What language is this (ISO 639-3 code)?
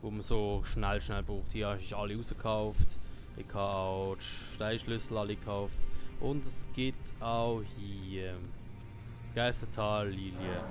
gsw